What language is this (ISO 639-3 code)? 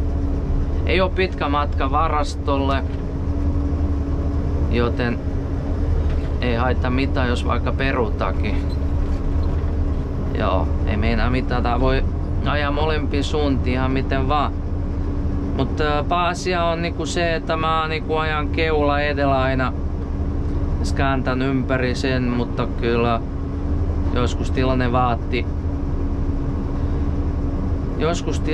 fin